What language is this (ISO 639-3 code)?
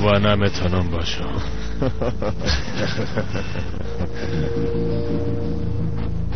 tgk